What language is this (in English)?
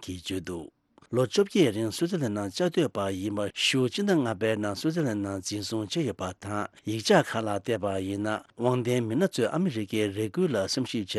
Tibetan